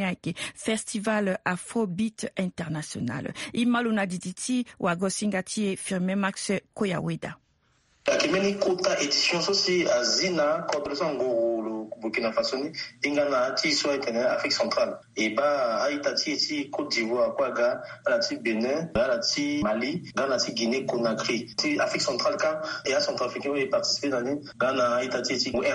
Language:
Sango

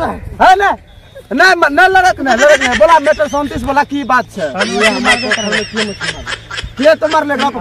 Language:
Maithili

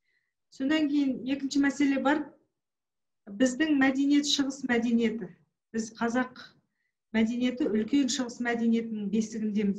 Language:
Kazakh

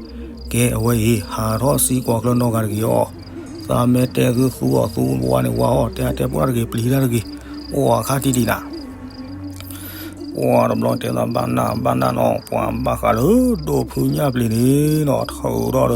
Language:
S'gaw Karen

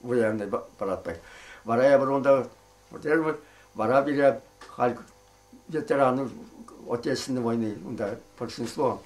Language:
Chuvash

